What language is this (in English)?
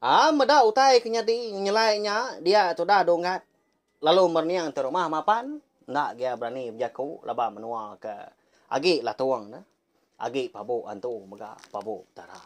Iban